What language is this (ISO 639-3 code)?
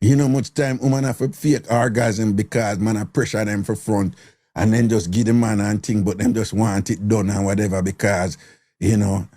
jam